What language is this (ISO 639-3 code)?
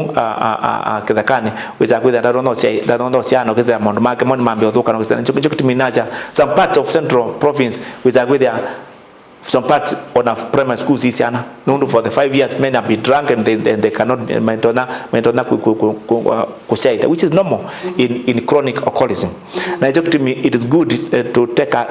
kam